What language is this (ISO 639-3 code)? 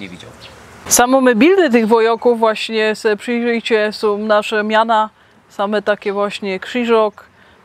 szl